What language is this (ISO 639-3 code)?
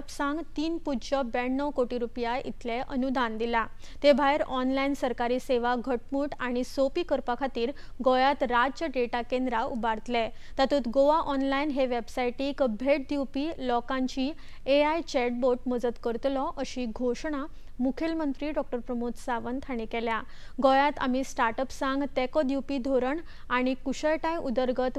kok